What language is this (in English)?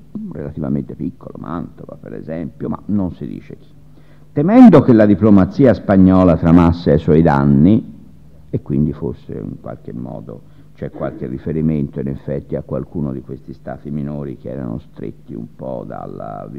Italian